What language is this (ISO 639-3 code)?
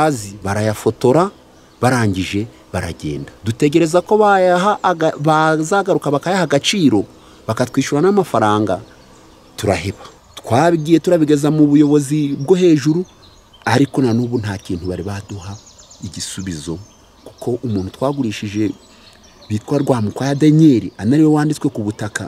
kin